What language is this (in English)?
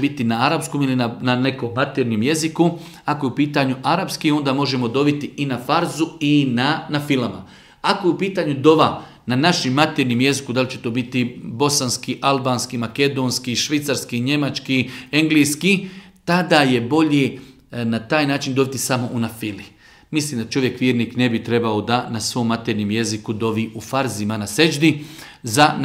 Bosnian